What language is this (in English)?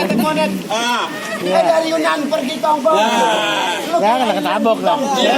Betawi